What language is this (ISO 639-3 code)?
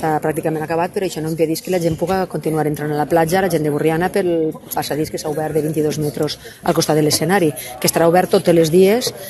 cat